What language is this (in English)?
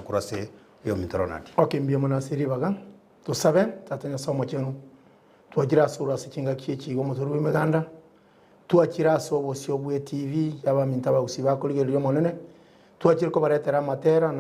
Gusii